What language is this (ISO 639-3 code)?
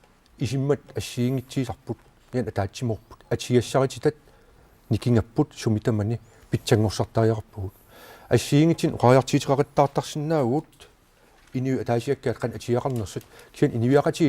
kal